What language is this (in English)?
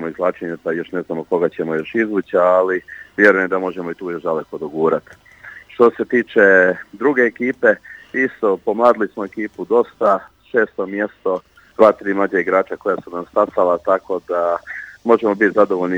Croatian